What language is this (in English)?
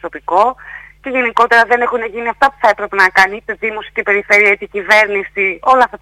Greek